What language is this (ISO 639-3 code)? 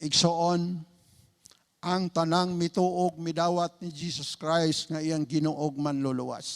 ceb